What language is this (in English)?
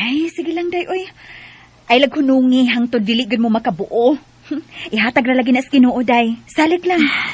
Cebuano